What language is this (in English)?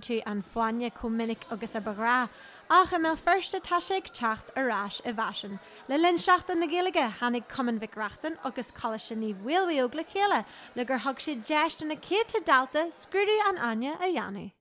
Irish